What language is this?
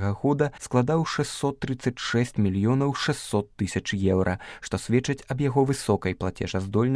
Belarusian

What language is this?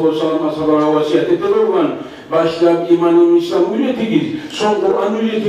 Kumyk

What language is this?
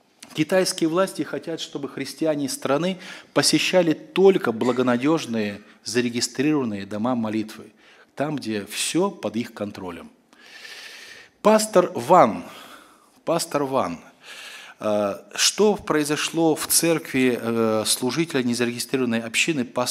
Russian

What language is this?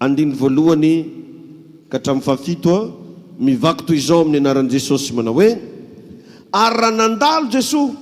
Malagasy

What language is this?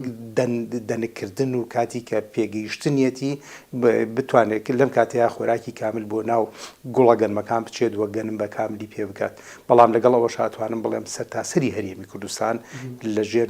Central Kurdish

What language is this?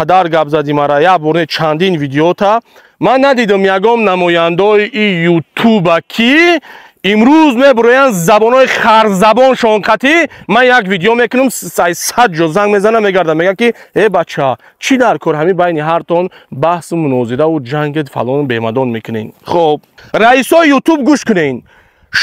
Tajik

